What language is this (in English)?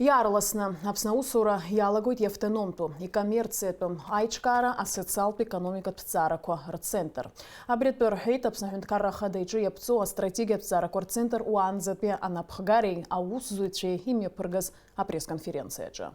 Abkhazian